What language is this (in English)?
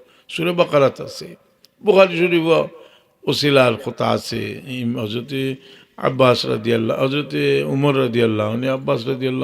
Sylheti